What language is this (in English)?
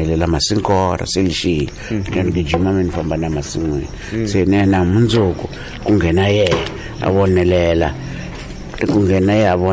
Tsonga